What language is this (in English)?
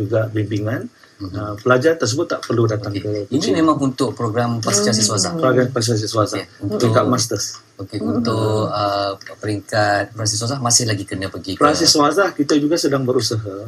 Malay